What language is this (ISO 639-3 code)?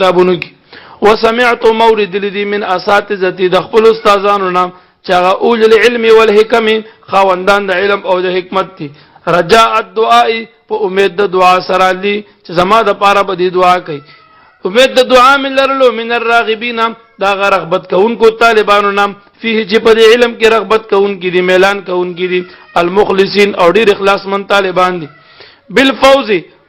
pus